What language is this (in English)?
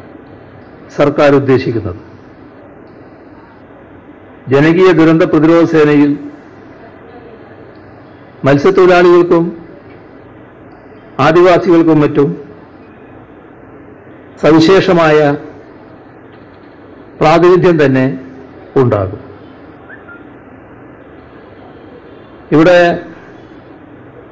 Malayalam